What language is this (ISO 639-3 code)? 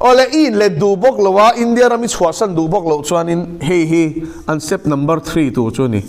lus